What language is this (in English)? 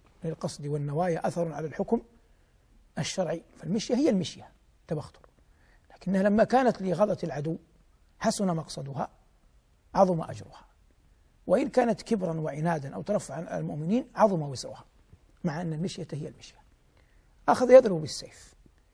Arabic